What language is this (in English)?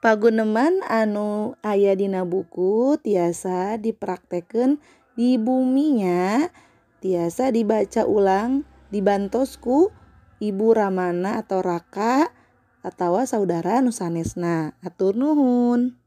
Sundanese